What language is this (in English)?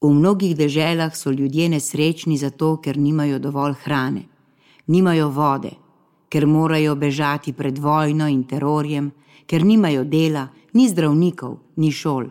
Slovenian